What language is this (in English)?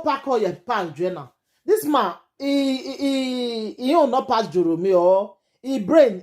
Nigerian Pidgin